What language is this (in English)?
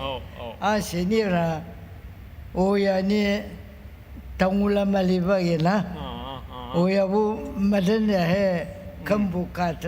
Ao Naga